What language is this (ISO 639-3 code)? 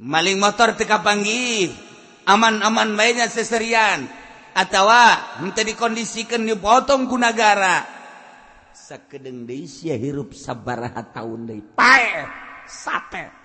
sun